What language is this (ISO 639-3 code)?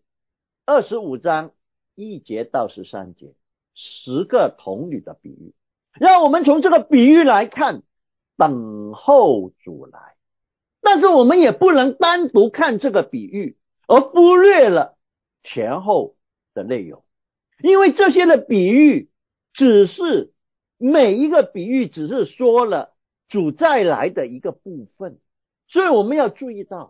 zho